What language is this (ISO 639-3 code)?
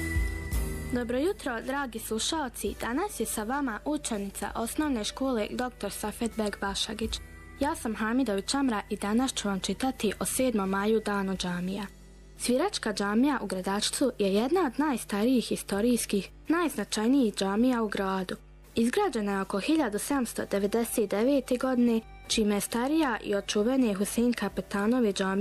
bos